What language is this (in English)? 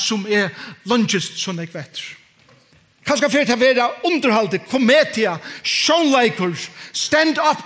Faroese